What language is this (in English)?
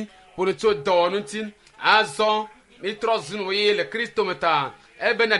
Ewe